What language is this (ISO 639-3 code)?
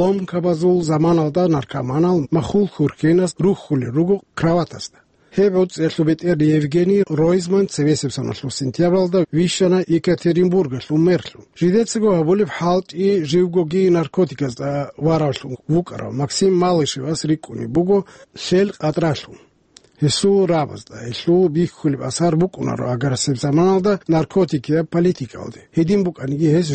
ava